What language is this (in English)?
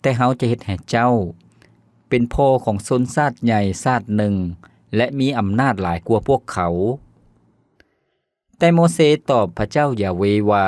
Lao